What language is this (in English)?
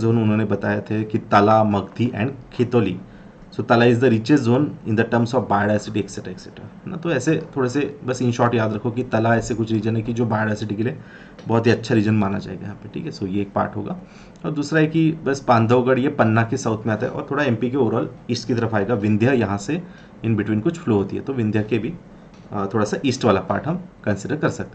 Hindi